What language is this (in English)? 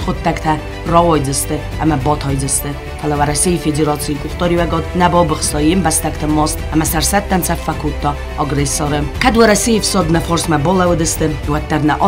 Ossetic